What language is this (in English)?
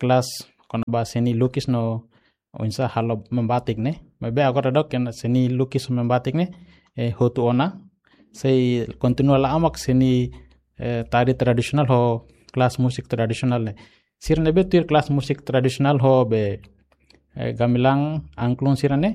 Tetum